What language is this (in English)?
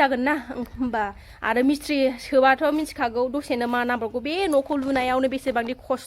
Bodo